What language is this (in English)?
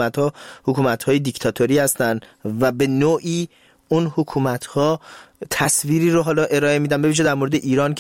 Persian